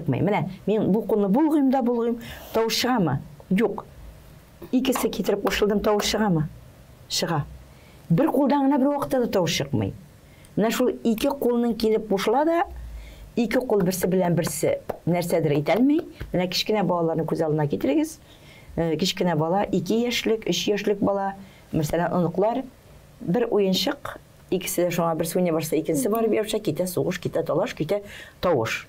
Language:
Tatar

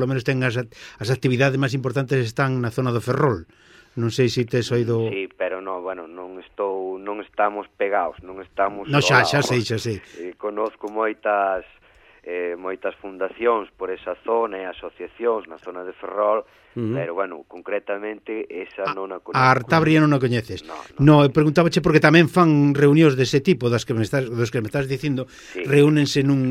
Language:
Galician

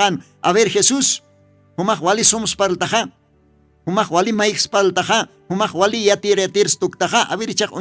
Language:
Aymara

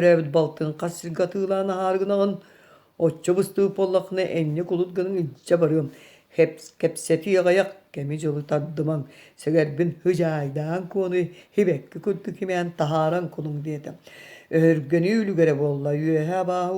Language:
Yakut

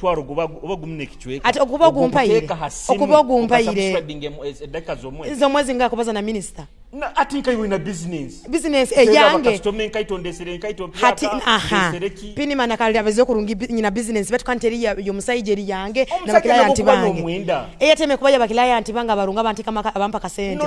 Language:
Nyoro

